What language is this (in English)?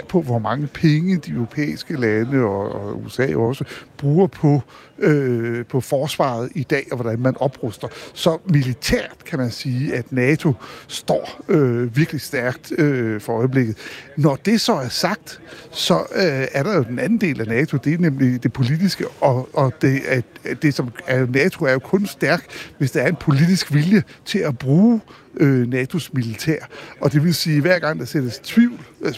Danish